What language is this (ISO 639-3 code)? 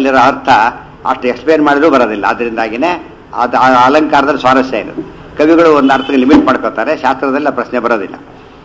kan